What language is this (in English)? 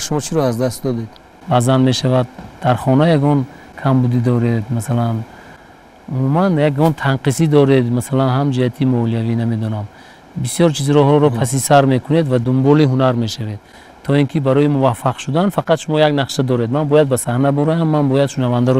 Tajik